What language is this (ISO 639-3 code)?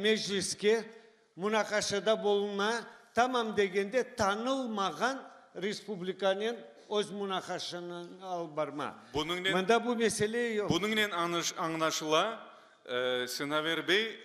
crh